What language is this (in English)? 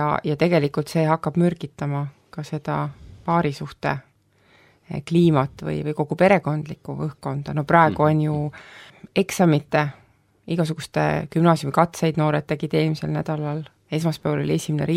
Estonian